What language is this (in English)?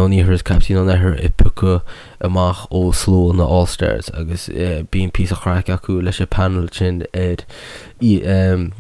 Irish